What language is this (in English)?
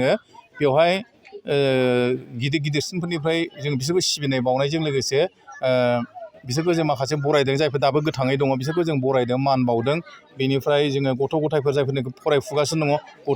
Bodo